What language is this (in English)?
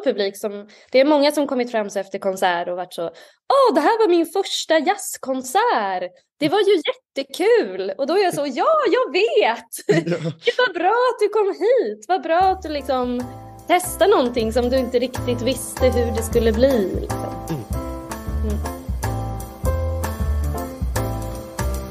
Swedish